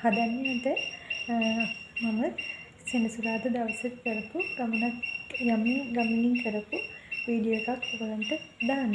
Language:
Sinhala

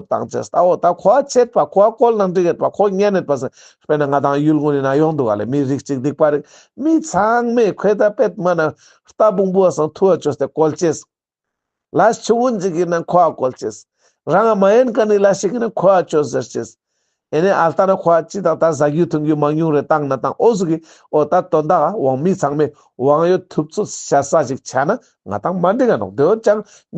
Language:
Ladakhi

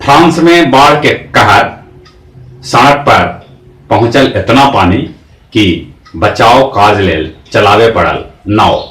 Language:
Magahi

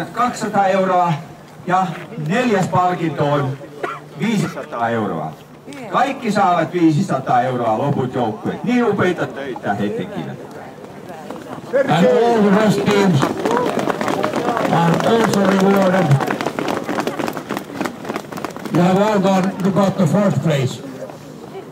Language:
Finnish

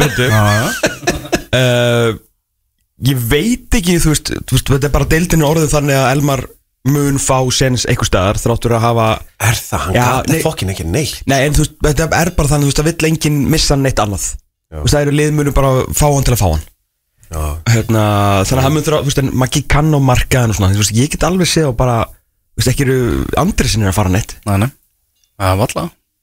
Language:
Icelandic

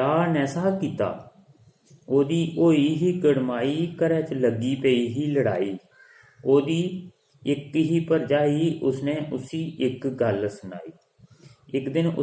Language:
Dogri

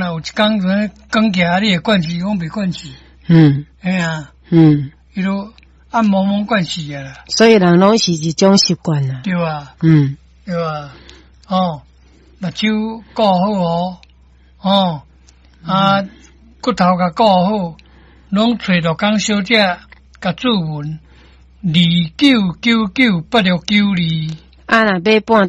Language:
Min Nan Chinese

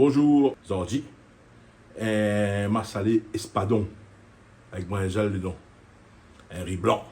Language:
Réunion Creole French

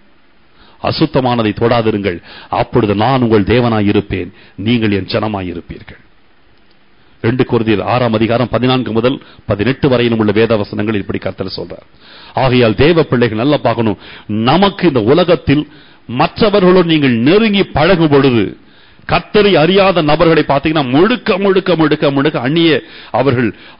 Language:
Tamil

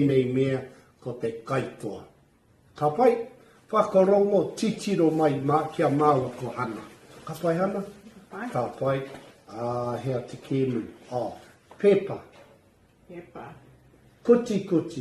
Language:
Māori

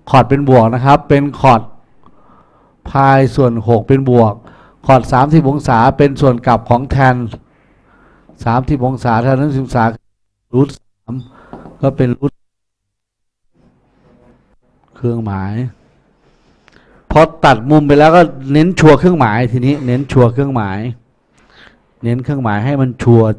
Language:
Thai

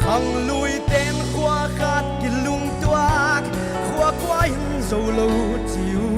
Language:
Paite Chin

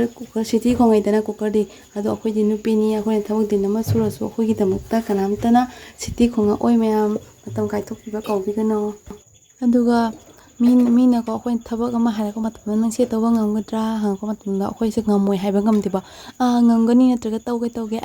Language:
Manipuri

